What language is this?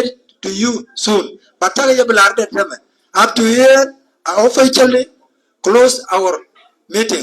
Nuer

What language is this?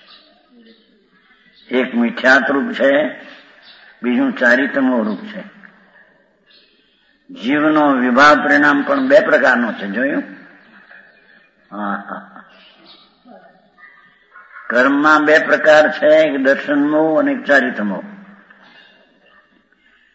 Gujarati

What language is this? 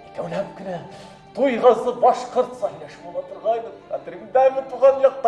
Bashkir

